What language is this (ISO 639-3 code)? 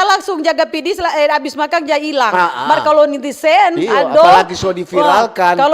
xmm